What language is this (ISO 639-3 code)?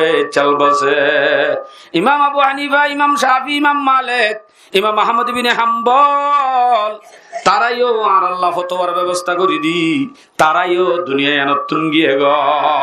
rhg